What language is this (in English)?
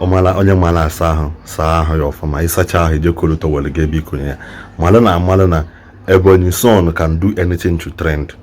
Igbo